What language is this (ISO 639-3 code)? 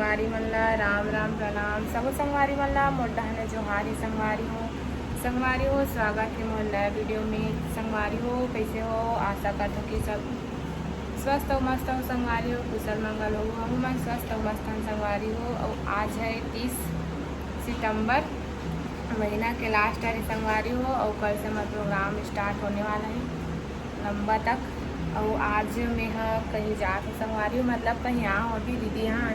hne